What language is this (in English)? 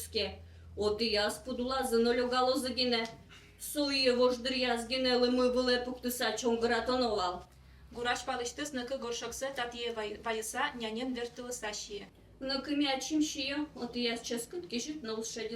Udmurt